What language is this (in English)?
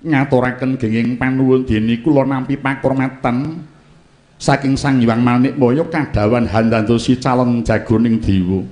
Javanese